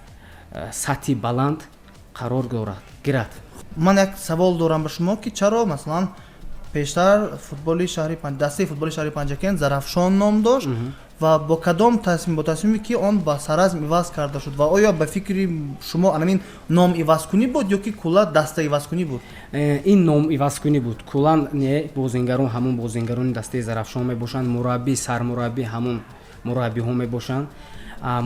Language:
Tajik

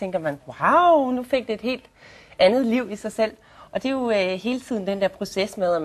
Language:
Danish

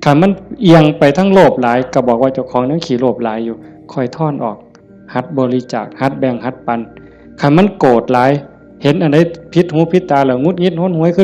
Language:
Northeastern Thai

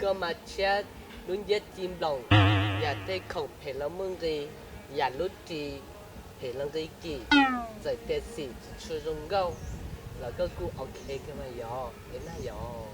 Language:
Hmong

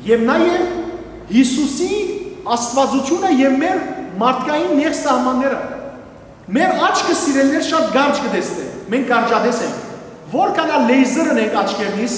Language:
Western Armenian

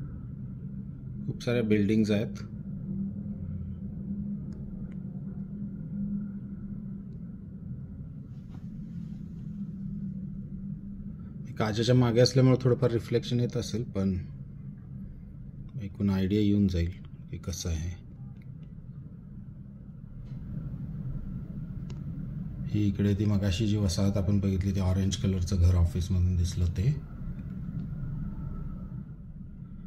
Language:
Marathi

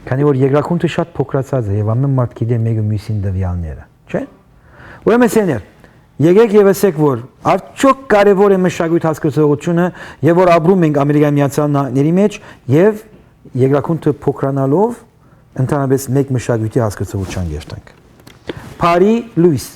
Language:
Western Armenian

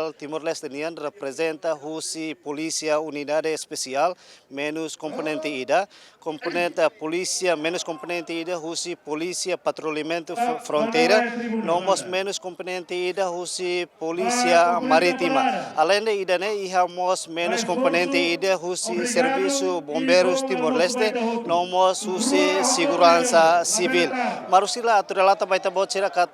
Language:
Tetum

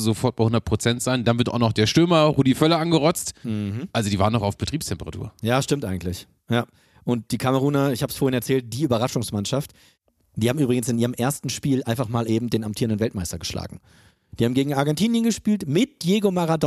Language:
German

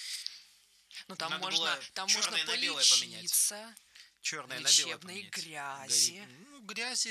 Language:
Russian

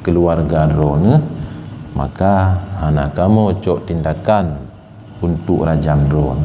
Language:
Achinese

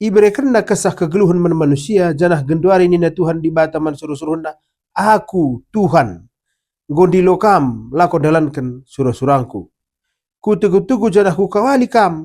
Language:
Batak Karo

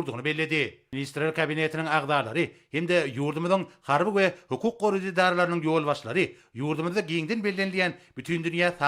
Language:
Turkmen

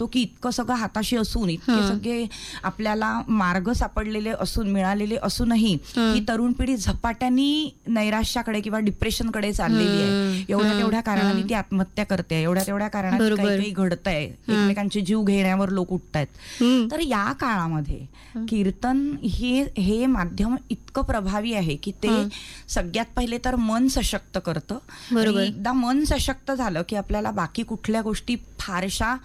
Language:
Marathi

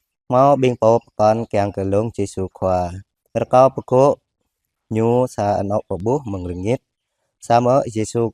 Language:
Jarai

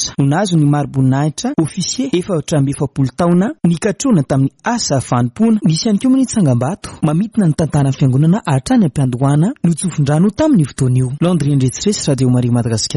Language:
Malagasy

